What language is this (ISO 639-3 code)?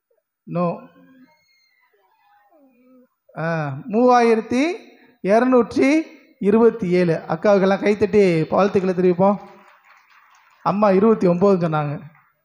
tam